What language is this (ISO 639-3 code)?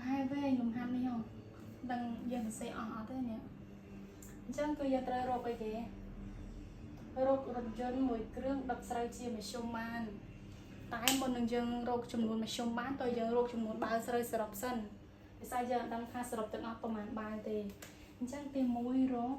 khm